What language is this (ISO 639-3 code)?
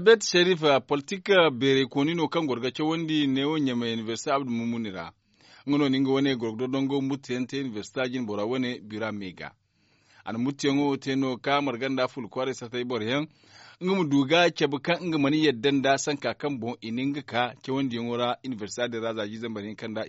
dje